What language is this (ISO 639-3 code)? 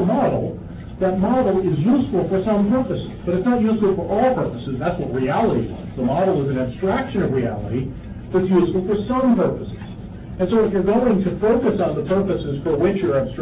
eng